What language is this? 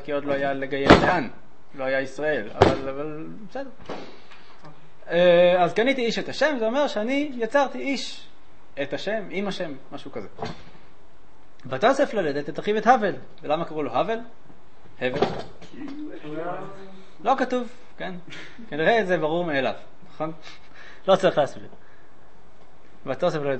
Hebrew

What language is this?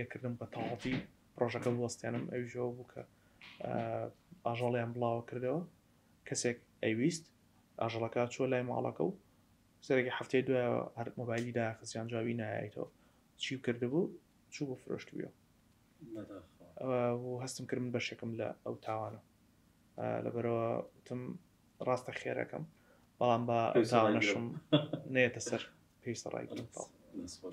Central Kurdish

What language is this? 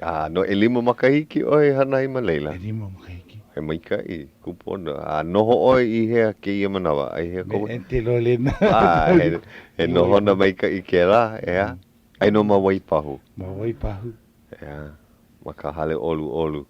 Hawaiian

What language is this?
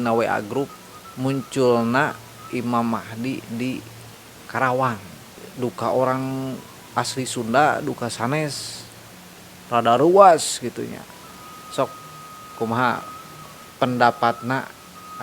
Sundanese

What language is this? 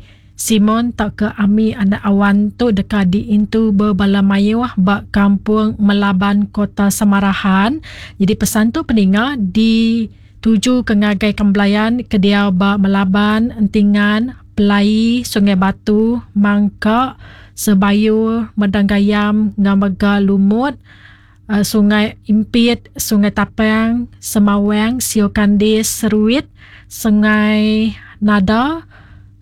Iban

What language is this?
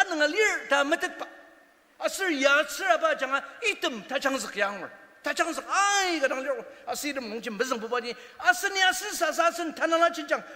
Ao Naga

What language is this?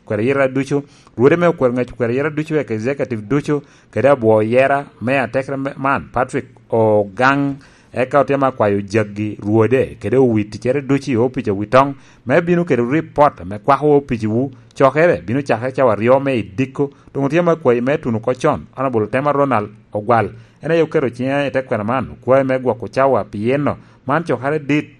Lango (Uganda)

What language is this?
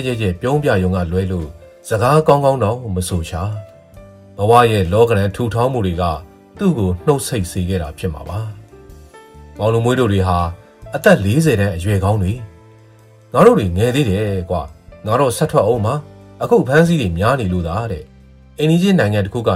Burmese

